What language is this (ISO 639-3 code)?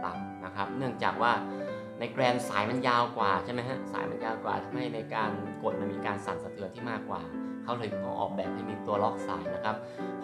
tha